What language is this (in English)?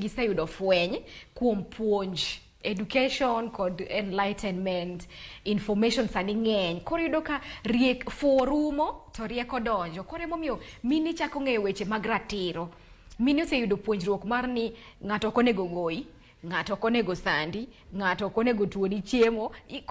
Luo (Kenya and Tanzania)